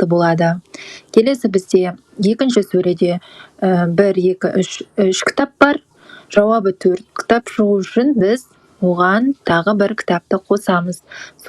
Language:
Kazakh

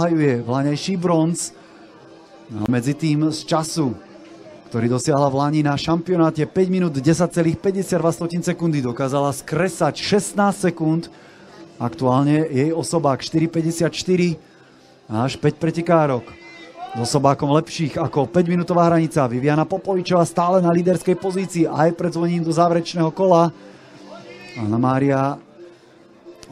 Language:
Slovak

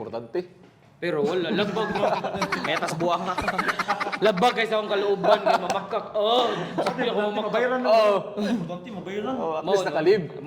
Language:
Cebuano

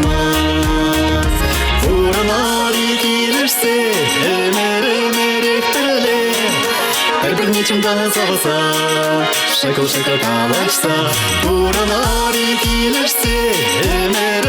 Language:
Chuvash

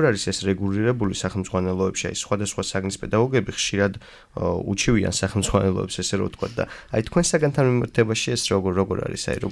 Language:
Georgian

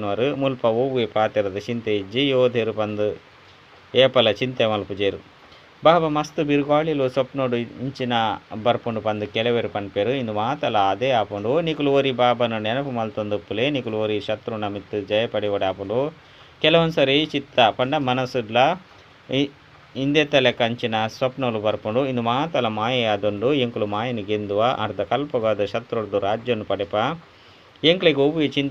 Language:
Tulu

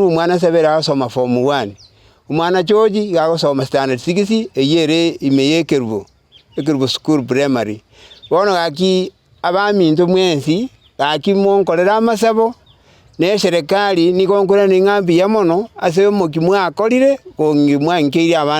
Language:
Gusii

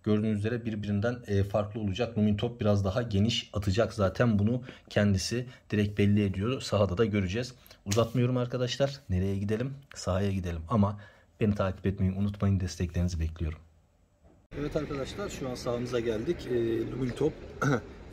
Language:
Turkish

